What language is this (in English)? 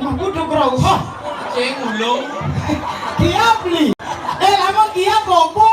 Balinese